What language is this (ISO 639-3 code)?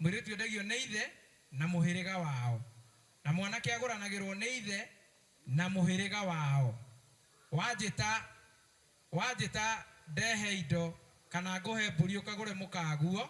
kik